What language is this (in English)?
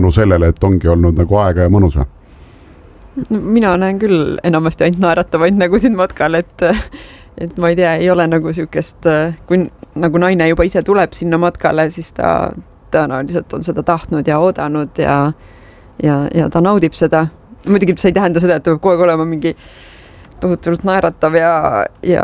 Estonian